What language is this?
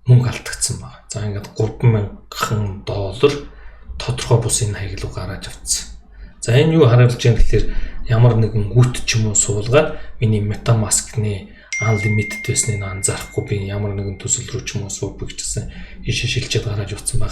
Mongolian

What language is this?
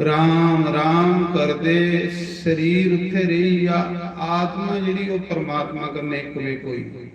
Dogri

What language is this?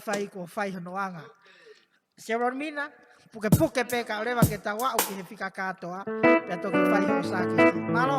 Tongan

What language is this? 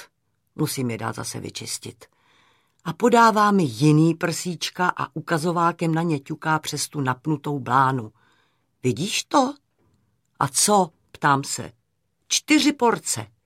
Czech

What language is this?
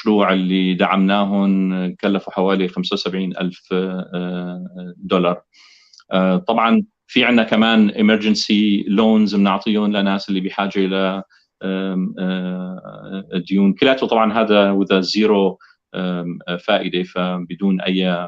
North Levantine Arabic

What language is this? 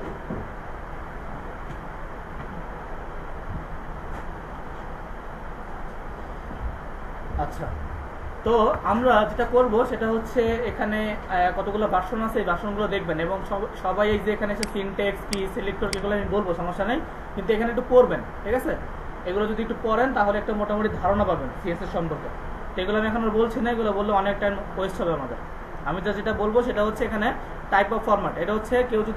Bangla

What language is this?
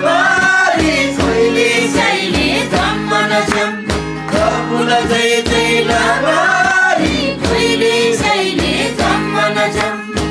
Eastern Tamang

